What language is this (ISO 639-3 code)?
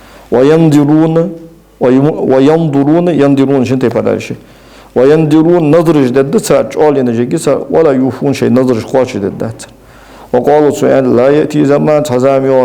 inh